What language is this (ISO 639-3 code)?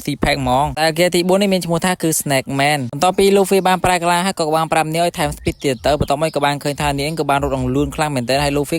khm